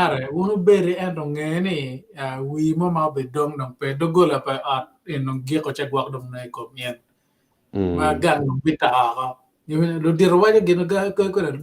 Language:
Acoli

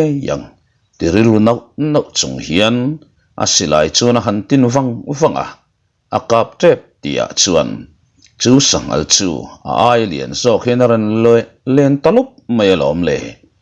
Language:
Mizo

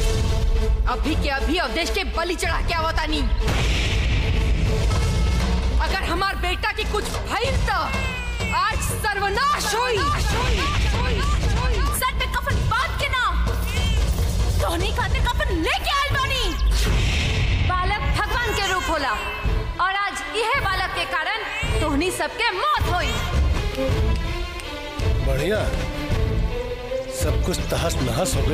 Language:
Bhojpuri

